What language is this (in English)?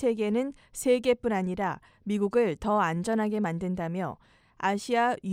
Korean